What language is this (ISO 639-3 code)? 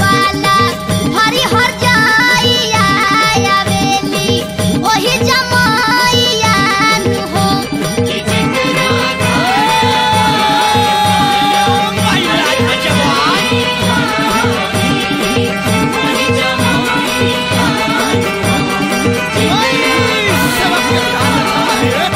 bho